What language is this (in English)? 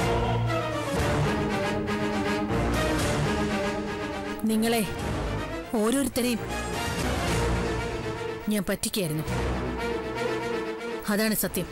Malayalam